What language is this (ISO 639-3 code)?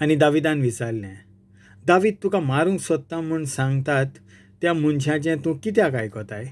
kok